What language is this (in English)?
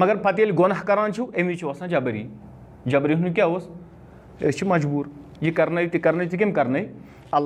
Kashmiri